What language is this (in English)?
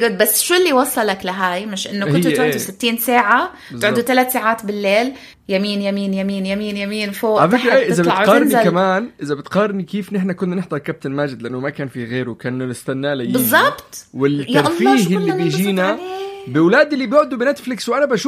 North Levantine Arabic